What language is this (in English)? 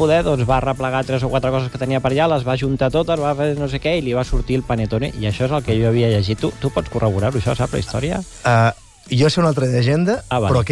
Catalan